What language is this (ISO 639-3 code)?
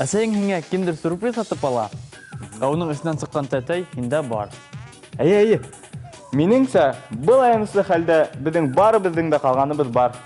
bak